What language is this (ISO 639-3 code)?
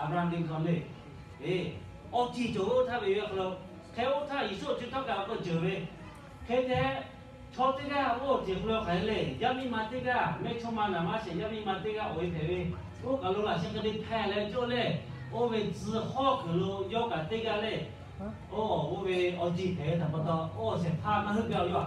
lhu